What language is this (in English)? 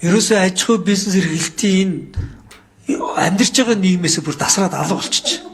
Mongolian